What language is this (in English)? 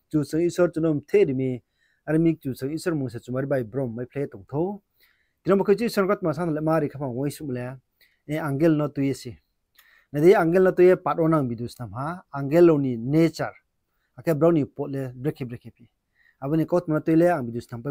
Riang (India)